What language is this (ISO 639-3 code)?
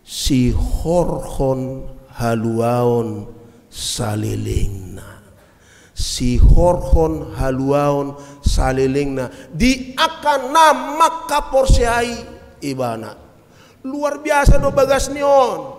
bbc